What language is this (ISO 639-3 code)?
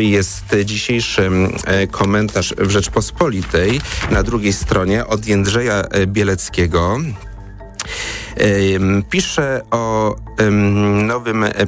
pol